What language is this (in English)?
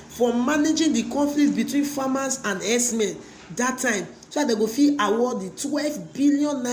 Nigerian Pidgin